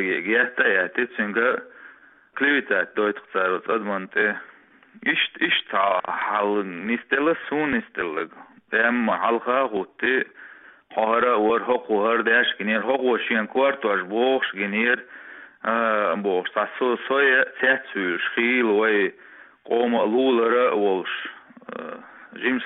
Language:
Chechen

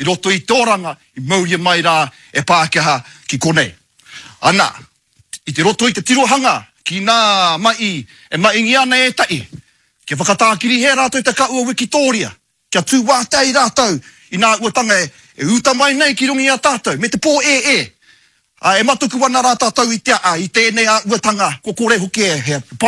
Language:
Māori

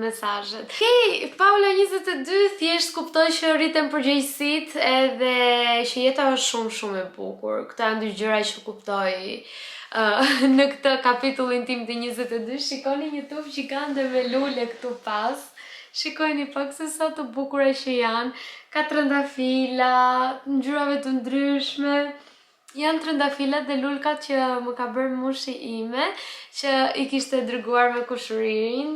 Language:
Albanian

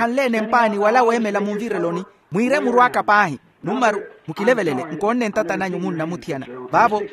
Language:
Makhuwa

